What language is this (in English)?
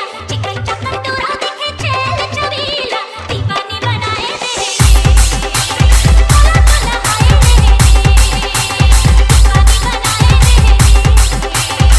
Bhojpuri